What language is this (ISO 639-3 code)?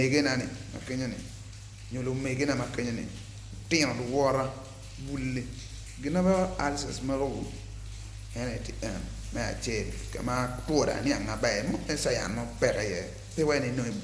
ach